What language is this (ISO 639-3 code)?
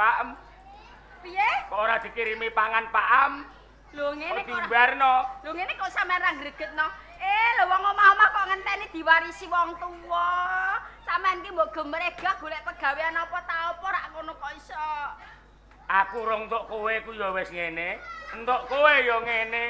jav